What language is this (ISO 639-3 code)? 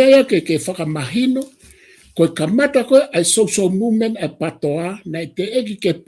ton